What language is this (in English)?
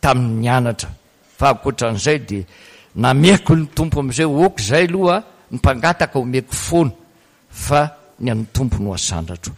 Malagasy